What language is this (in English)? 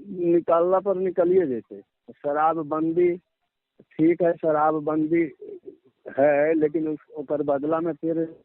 Magahi